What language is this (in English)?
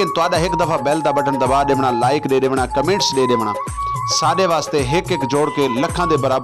Saraiki